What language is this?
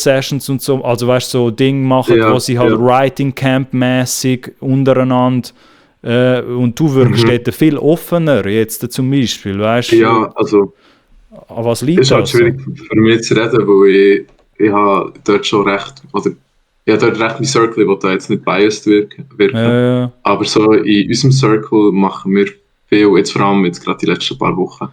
Swiss German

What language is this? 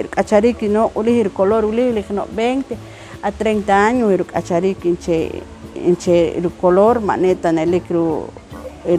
Poqomchi'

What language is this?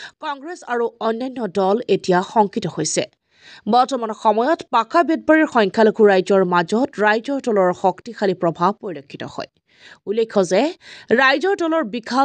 Assamese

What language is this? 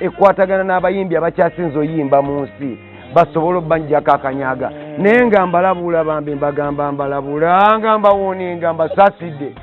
Ganda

